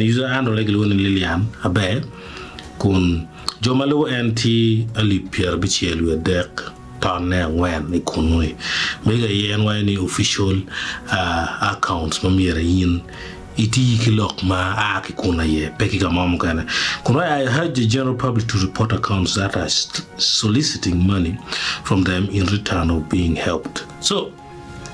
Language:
Acoli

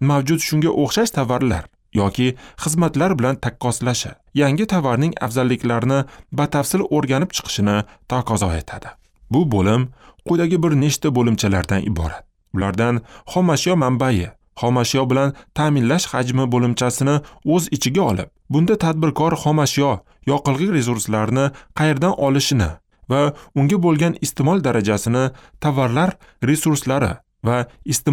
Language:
Uzbek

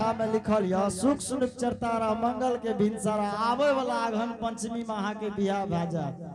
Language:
Angika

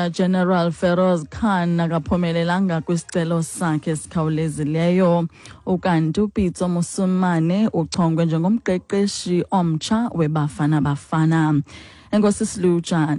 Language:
Xhosa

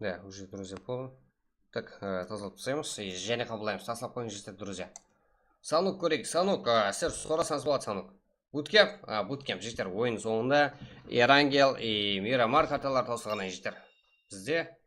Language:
Kara-Kalpak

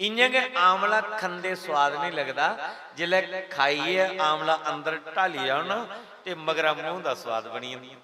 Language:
Dogri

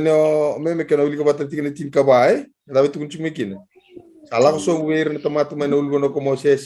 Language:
Fijian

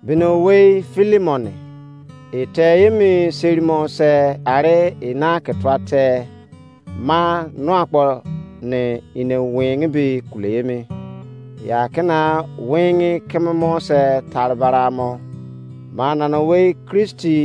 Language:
Izon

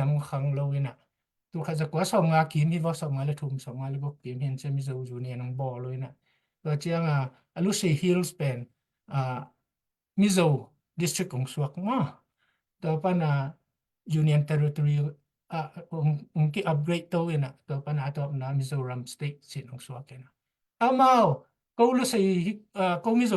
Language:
Tedim Chin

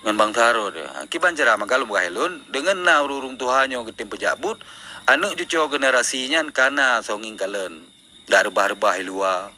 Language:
Achinese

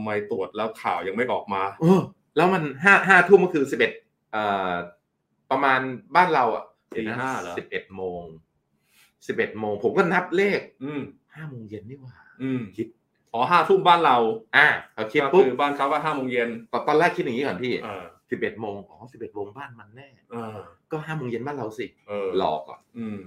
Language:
Thai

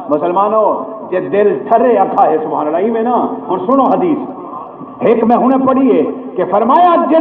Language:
Saraiki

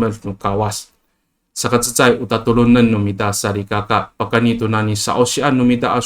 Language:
Amis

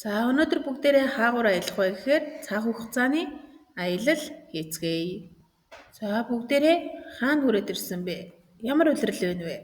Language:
Mongolian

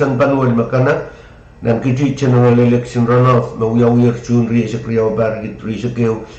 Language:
Pohnpeian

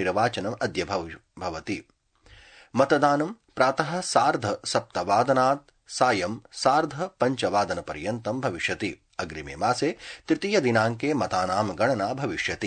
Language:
Sanskrit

